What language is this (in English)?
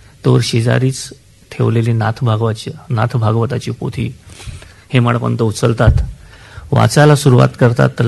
Marathi